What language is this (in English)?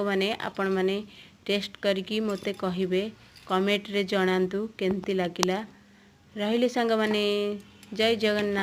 Odia